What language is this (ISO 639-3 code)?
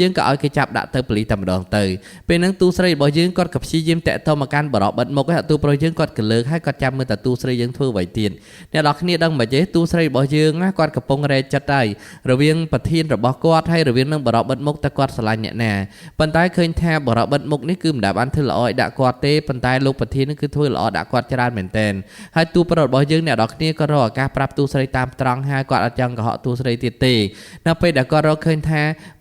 khm